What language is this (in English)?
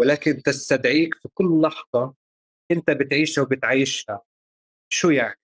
North Levantine Arabic